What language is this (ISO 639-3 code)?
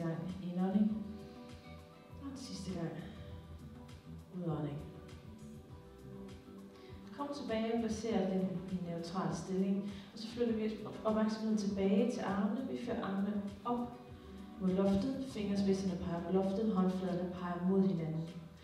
dan